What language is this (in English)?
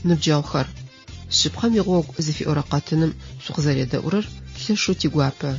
Adyghe